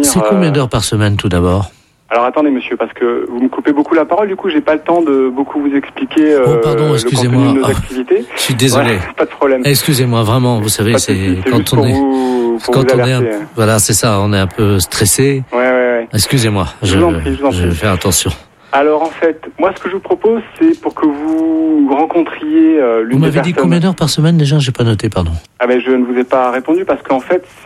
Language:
French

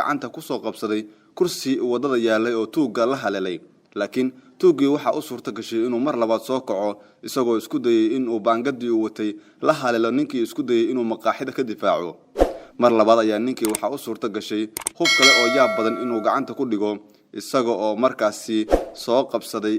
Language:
Somali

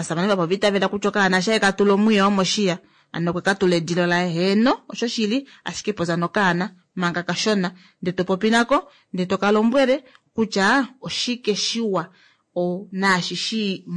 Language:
Kuanyama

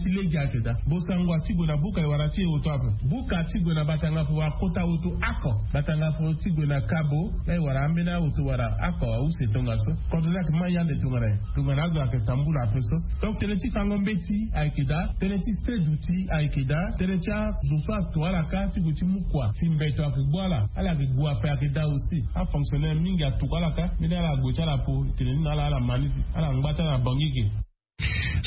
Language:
Sango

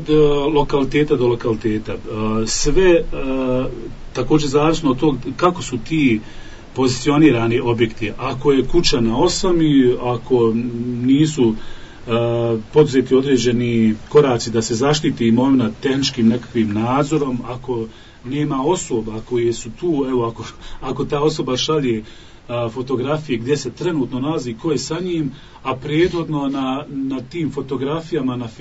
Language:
Bosnian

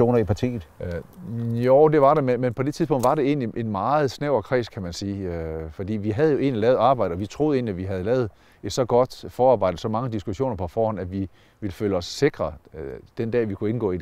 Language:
Danish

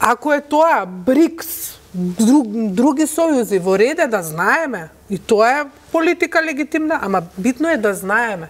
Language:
Macedonian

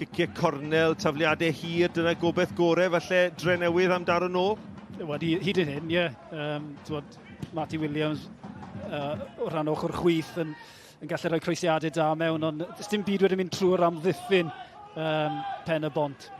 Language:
Welsh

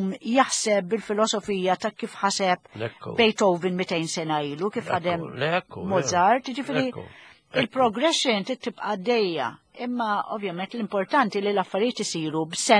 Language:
Maltese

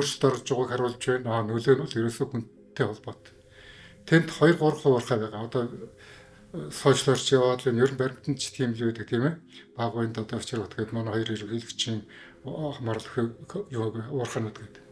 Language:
Mongolian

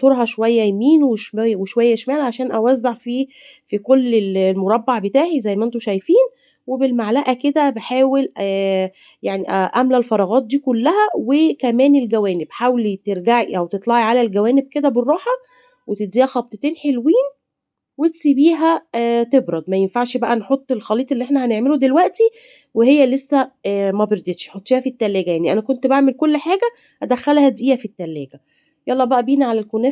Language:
Egyptian Arabic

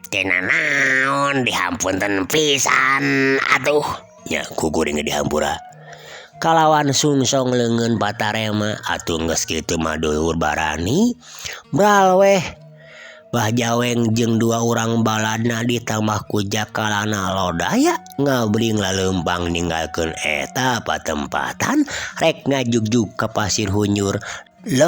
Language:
Sundanese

